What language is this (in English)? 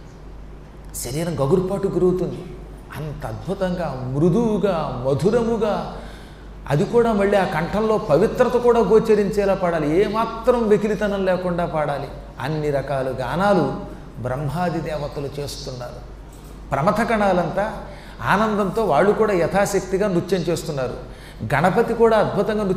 Telugu